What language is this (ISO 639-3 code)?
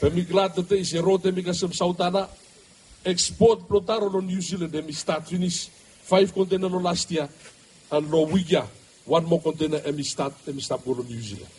bis